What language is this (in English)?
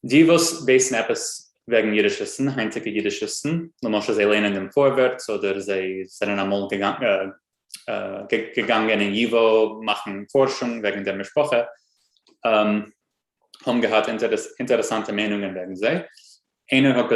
Yiddish